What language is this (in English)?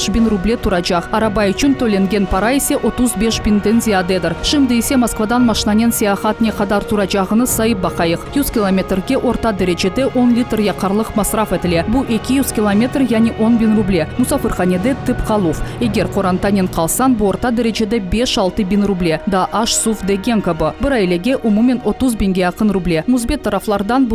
Crimean Tatar